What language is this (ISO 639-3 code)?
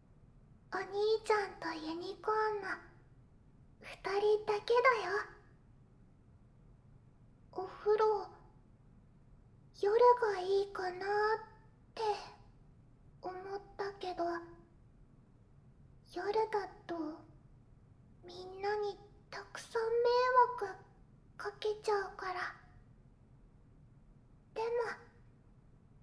jpn